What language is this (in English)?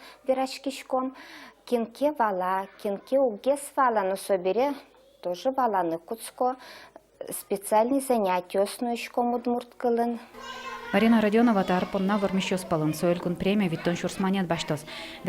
Udmurt